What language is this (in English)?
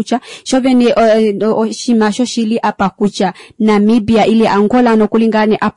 Kuanyama